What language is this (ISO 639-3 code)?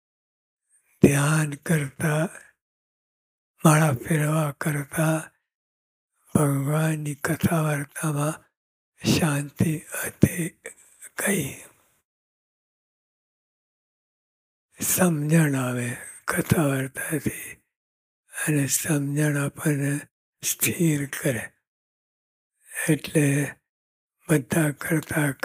guj